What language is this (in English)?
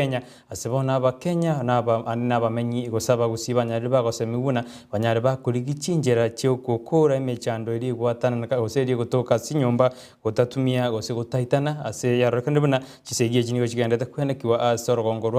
Gusii